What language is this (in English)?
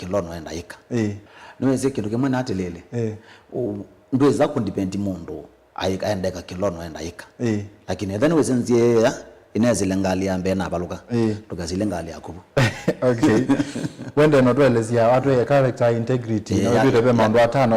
Kamba